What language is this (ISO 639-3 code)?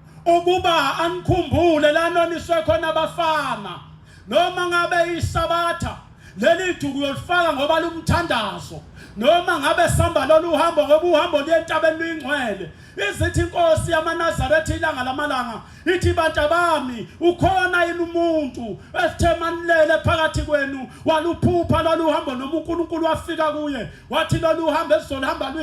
zul